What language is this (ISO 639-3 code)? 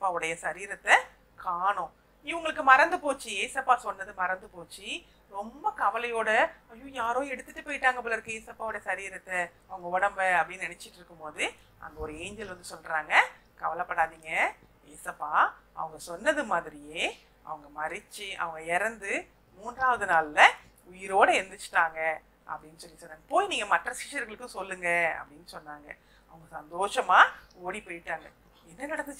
tam